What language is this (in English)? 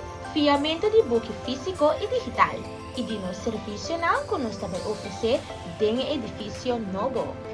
Papiamento